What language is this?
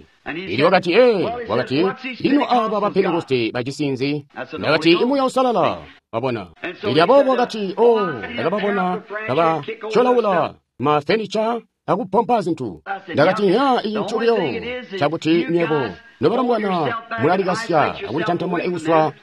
Tonga (Zambia)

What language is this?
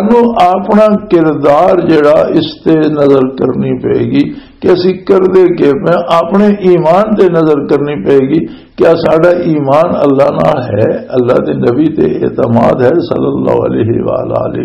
Western Panjabi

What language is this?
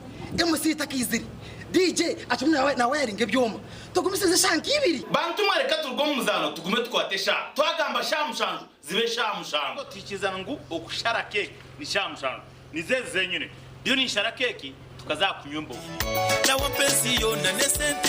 Nyankole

